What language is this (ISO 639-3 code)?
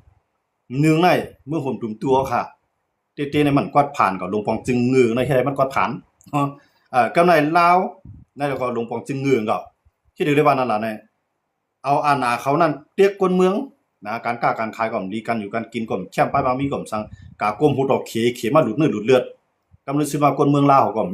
shn